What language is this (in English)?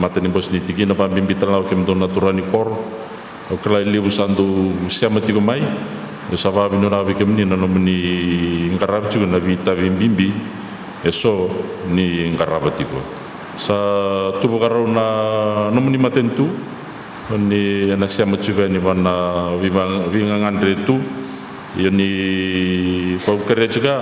Fijian